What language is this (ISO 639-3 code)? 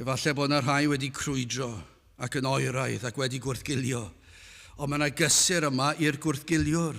cym